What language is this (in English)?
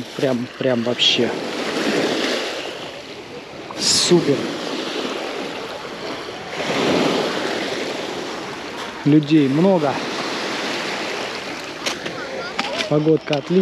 Russian